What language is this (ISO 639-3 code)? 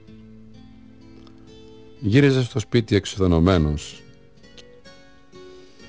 ell